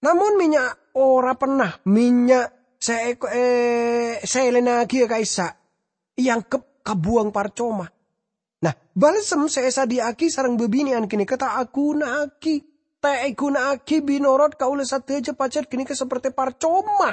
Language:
Madurese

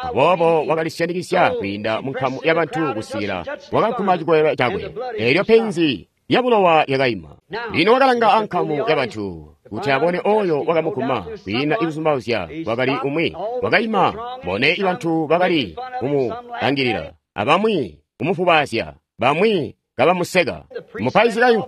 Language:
Tonga (Zambia)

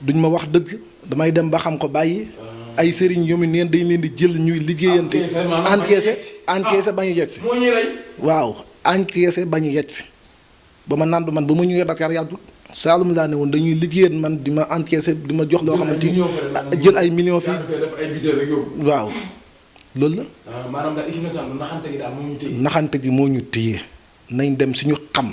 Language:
Wolof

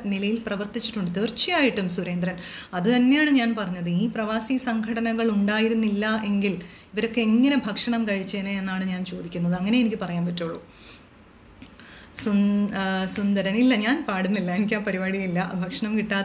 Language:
Malayalam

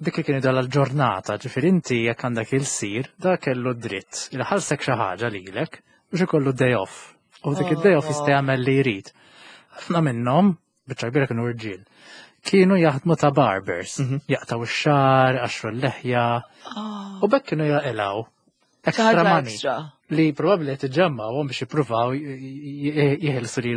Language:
Maltese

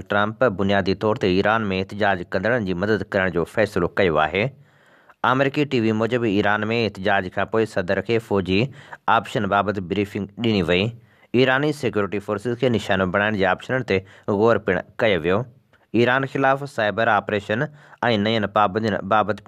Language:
Sindhi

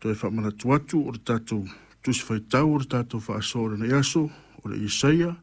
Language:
Samoan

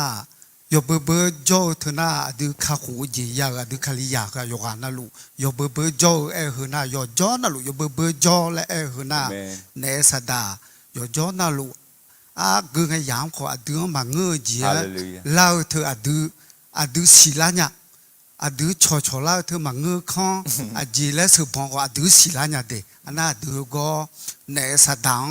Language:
Akha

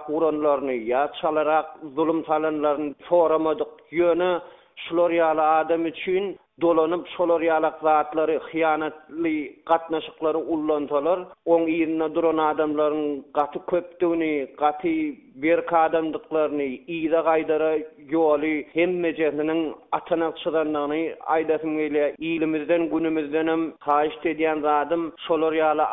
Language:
Turkmen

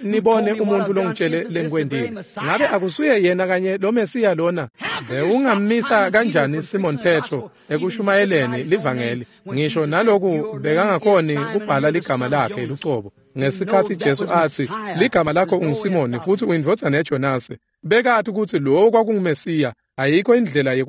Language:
Swati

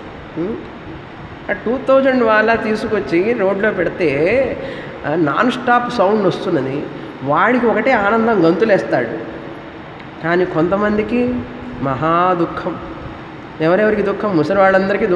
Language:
Telugu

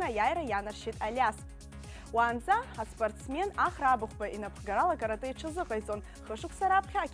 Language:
Abkhazian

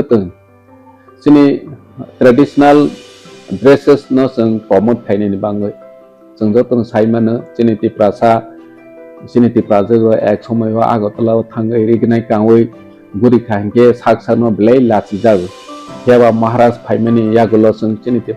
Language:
Kok Borok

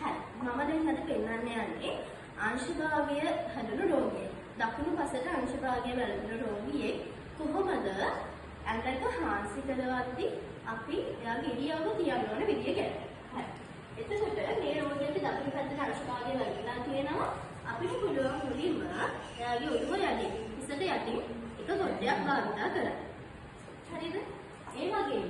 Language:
Sinhala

